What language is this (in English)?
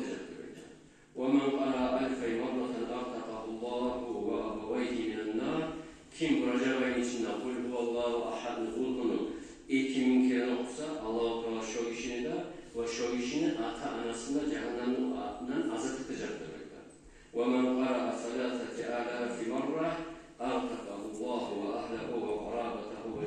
Kumyk